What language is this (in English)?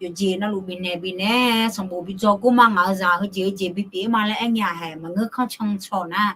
Akha